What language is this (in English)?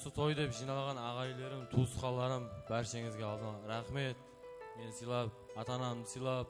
Kara-Kalpak